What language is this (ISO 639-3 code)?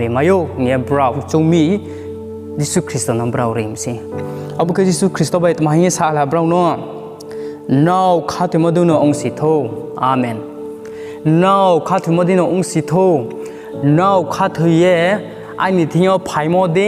ria